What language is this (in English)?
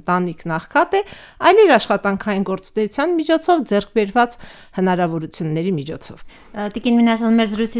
Armenian